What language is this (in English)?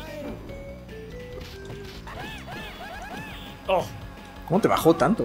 Spanish